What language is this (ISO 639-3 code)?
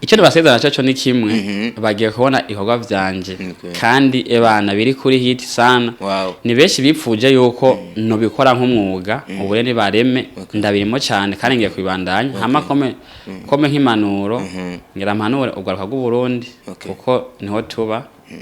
run